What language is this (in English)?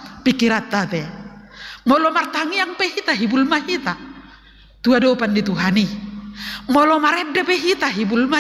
Batak Toba